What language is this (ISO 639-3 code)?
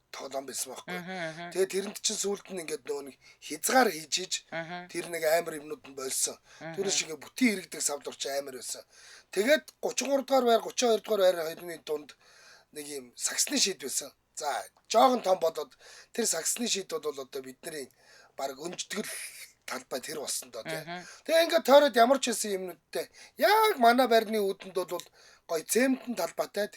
mon